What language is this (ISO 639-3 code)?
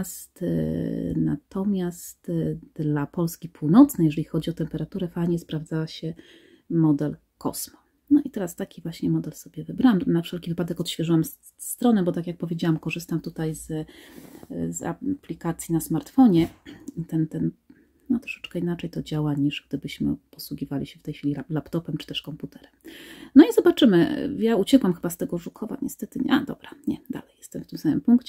pol